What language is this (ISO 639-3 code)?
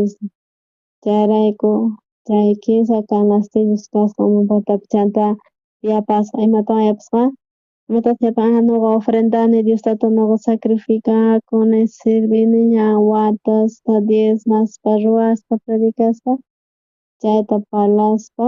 quh